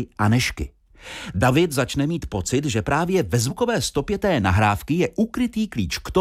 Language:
Czech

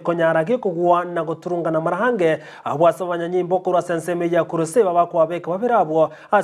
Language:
Gusii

